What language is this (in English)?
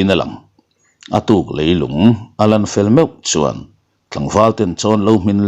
Mizo